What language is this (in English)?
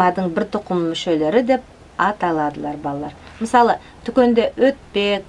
Nogai